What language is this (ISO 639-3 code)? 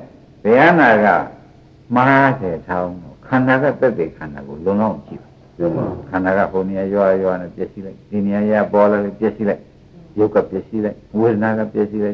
mya